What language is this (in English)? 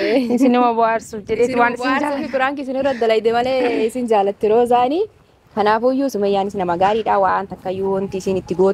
Oromo